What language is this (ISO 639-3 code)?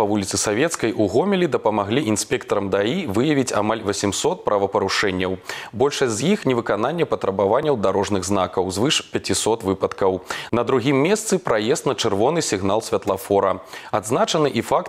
bel